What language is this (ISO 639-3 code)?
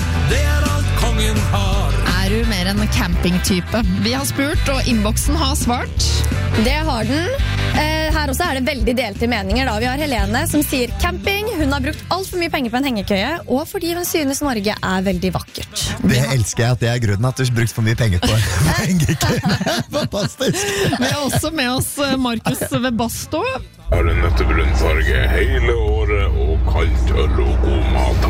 nor